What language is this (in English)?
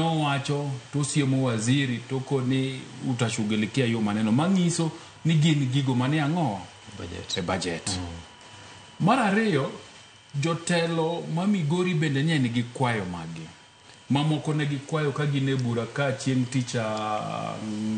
Luo (Kenya and Tanzania)